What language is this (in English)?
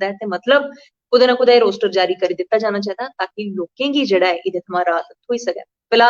Dogri